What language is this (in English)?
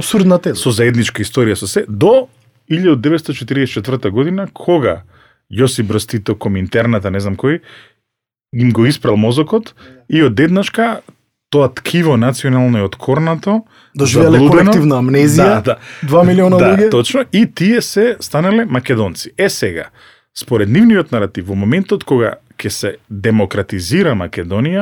Macedonian